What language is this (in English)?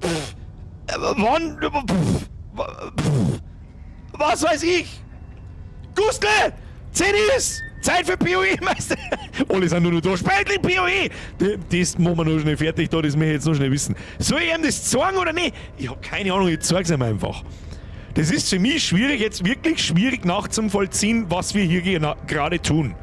Bavarian